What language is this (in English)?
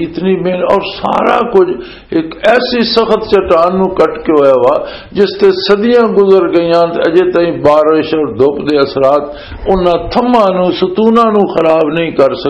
Western Panjabi